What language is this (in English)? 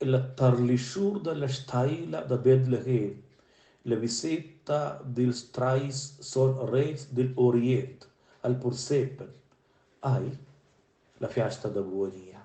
Romansh